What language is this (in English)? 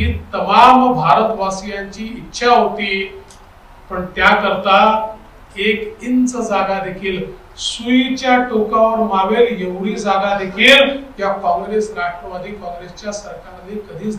Marathi